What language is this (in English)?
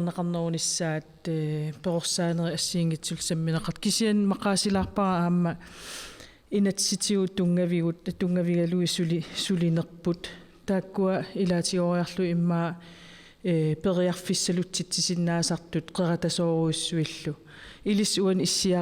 Kalaallisut